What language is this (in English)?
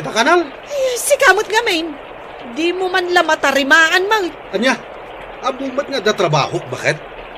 Iloko